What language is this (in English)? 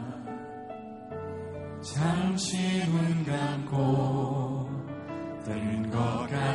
Korean